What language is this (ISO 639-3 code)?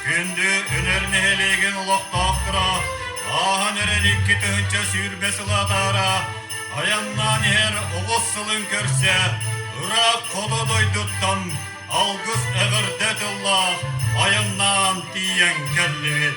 sah